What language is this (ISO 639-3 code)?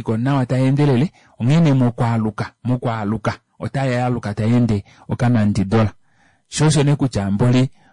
kua